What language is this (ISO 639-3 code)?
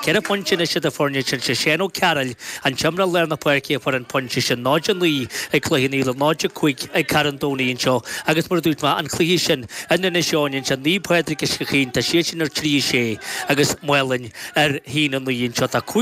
gle